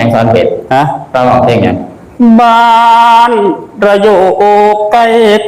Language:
Northeastern Thai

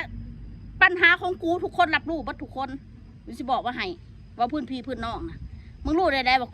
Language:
Northeastern Thai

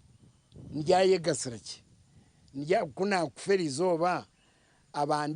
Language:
Nyankole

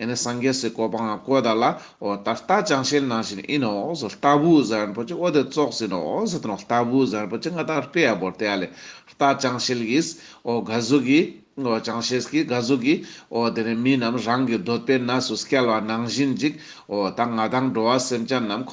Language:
Ladakhi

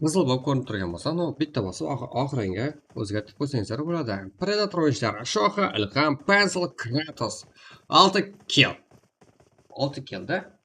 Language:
Kara-Kalpak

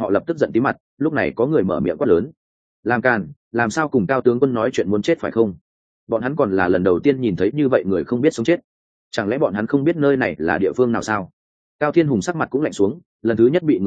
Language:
Vietnamese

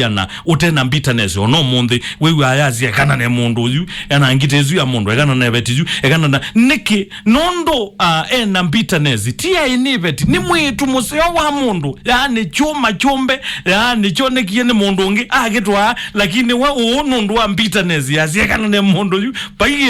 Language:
Kamba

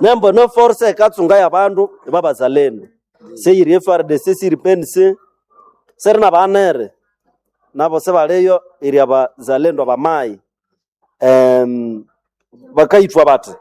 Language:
Nande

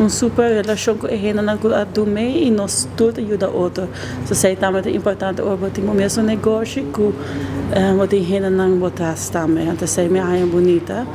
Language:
Papiamento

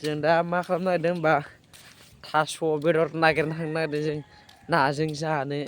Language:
Bodo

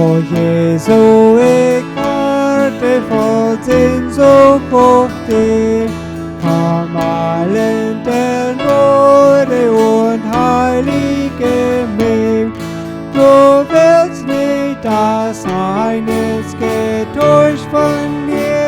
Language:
Plautdietsch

